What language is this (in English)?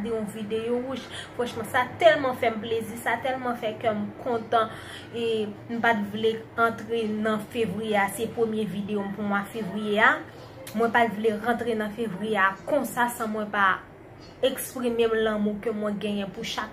Haitian Creole